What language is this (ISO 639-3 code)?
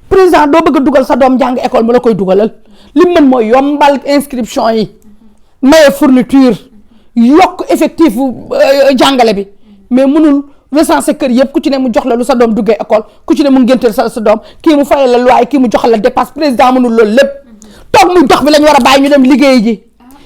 wol